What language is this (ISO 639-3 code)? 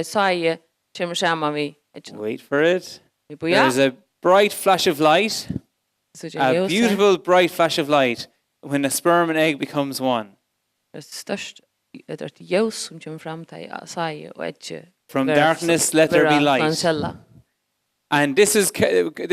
fao